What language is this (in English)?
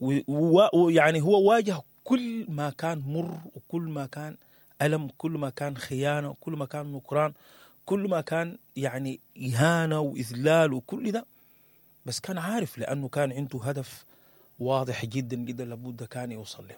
Sudanese Arabic